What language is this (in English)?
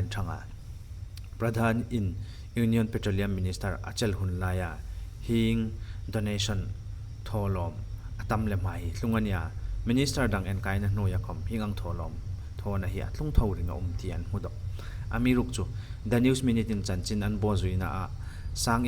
Hmar